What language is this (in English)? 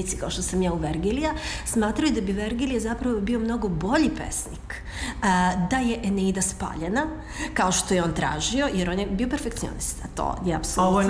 Serbian